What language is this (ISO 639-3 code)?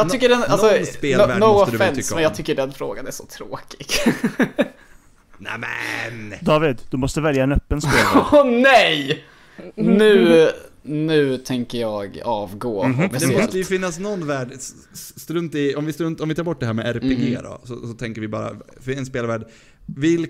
swe